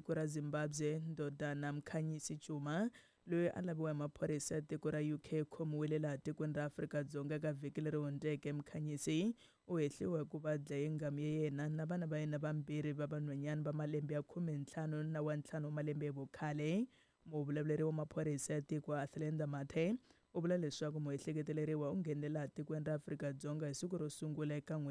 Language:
Tsonga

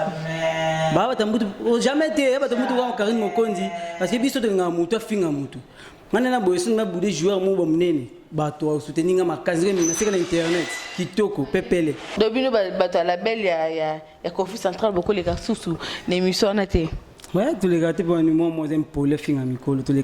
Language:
Lingala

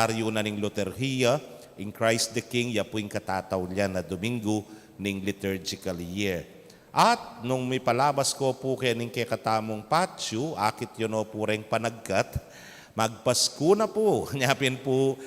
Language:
Pampanga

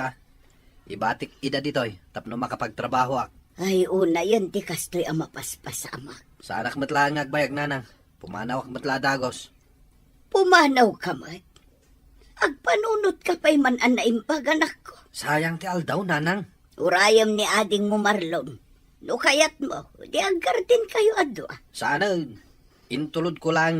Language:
Iloko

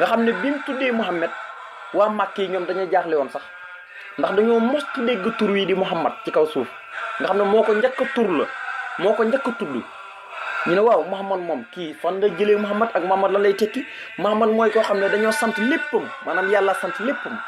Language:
Wolof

